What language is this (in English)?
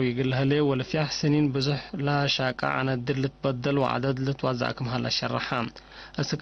Tigre